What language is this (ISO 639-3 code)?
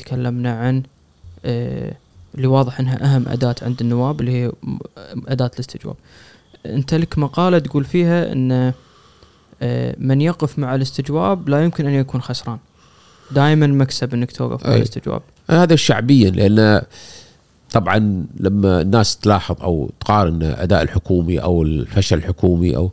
afb